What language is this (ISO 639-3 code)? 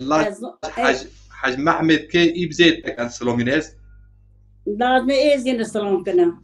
zza